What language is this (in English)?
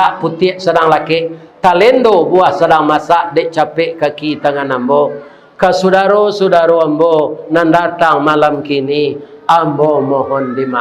Minangkabau